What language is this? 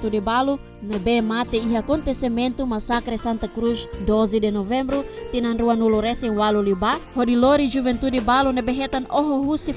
Tetum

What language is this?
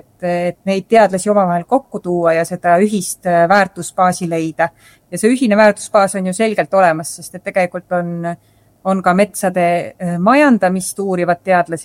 Estonian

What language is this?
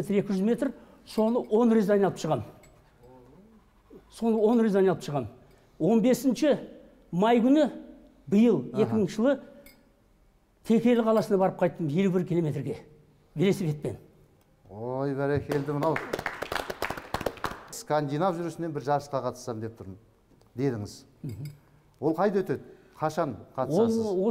Kazakh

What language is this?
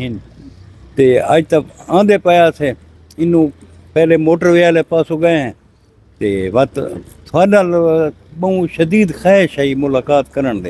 Saraiki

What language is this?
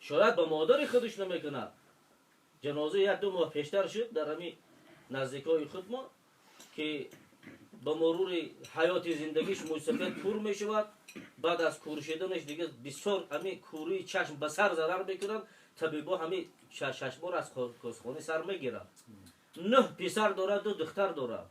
Tajik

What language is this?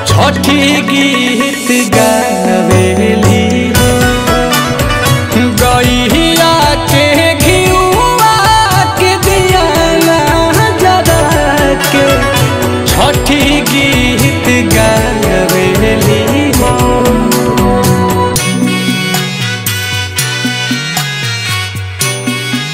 Bhojpuri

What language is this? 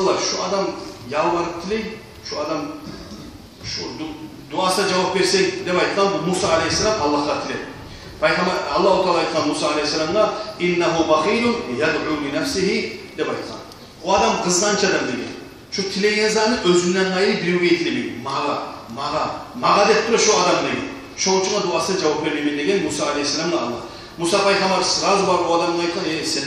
Kumyk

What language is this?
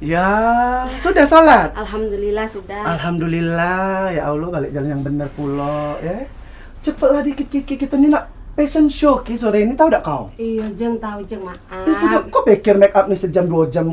Musi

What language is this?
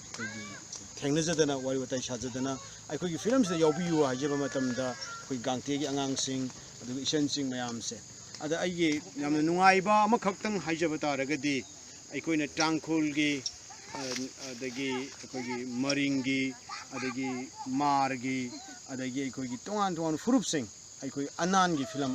Manipuri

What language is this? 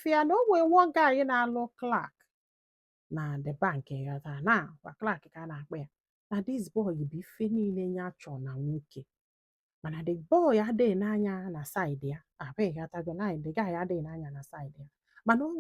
Igbo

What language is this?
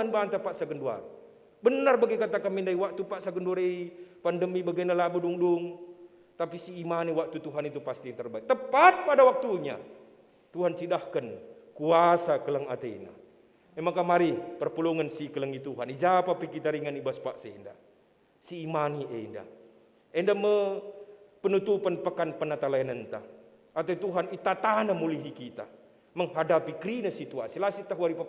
Batak Karo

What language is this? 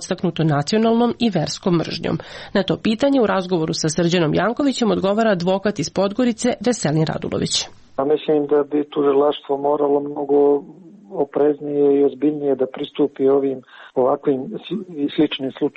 Serbian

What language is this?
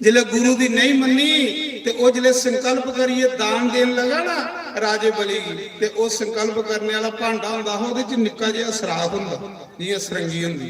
Dogri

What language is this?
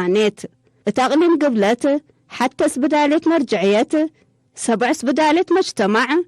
Tigre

